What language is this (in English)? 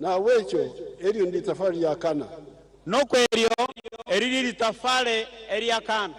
Nyankole